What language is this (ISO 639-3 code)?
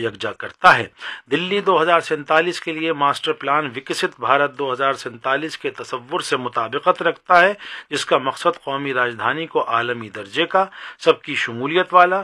urd